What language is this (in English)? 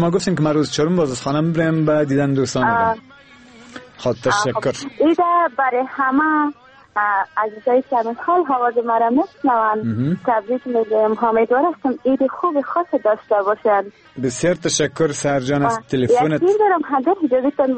Persian